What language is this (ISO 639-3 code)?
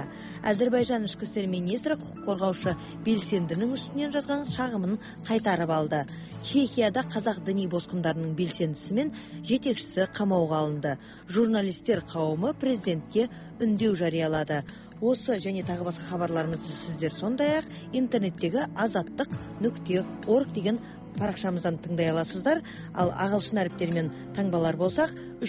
kaz